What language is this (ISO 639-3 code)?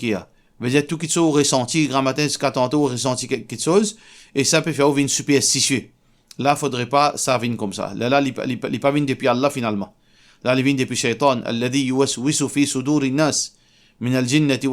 mfe